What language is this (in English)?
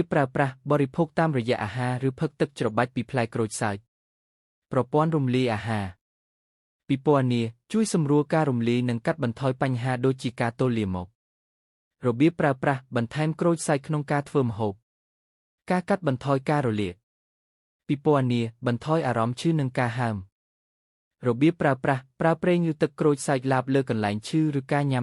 Khmer